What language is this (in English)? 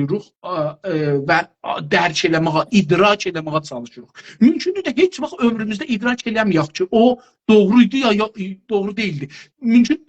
South Azerbaijani